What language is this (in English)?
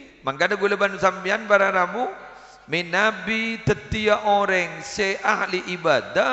Madurese